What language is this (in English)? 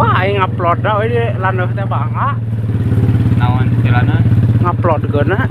Sundanese